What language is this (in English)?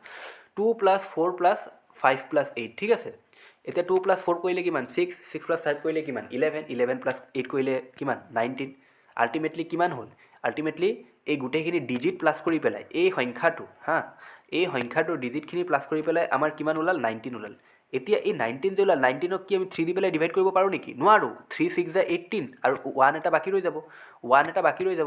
Assamese